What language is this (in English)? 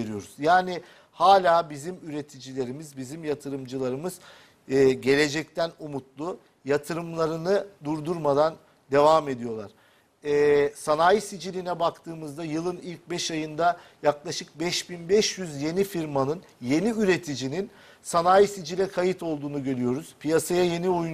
Turkish